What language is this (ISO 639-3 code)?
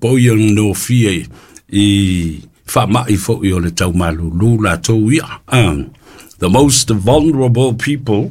smo